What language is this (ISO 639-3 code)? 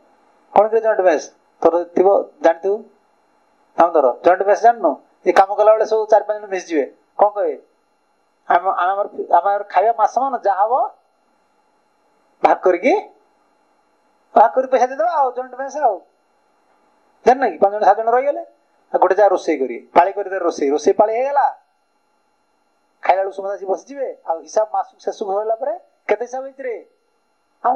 ori